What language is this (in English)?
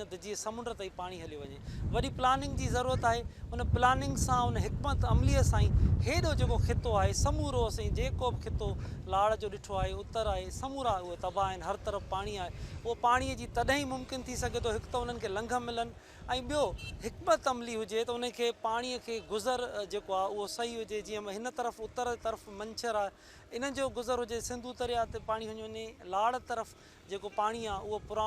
Sindhi